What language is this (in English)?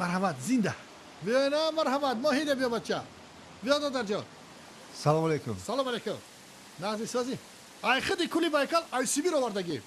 Tajik